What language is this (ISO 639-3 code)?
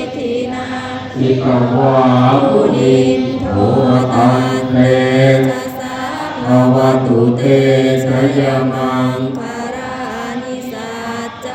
pli